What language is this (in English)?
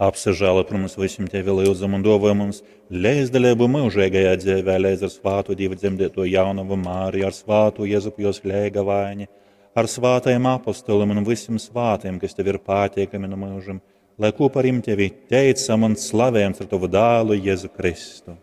Latgalian